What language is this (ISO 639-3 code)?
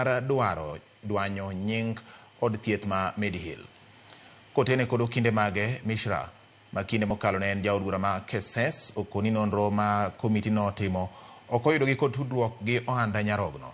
luo